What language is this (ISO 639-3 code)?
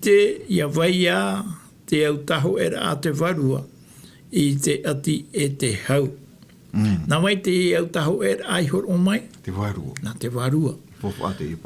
tah